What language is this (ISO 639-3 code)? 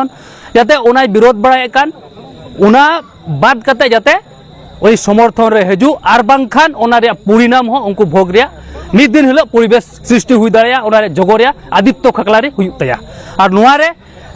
sat